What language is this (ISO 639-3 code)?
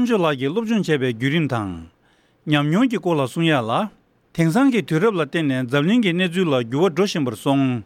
bod